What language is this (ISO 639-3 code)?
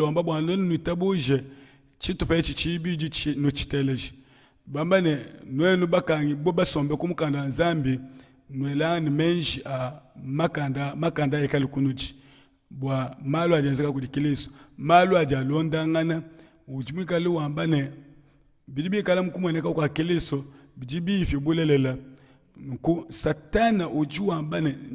lua